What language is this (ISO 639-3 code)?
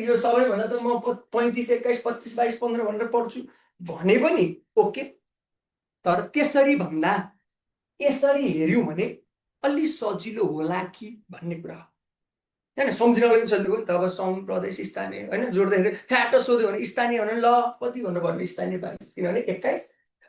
nep